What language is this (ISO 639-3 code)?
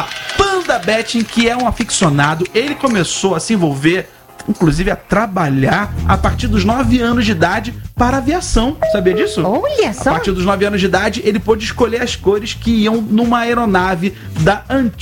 por